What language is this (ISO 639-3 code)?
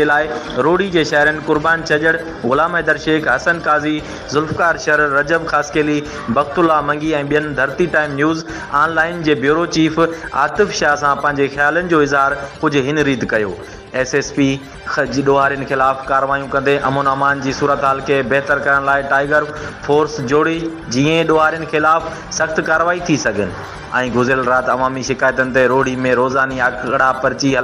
snd